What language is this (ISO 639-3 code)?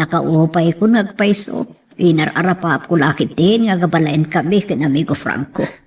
ilo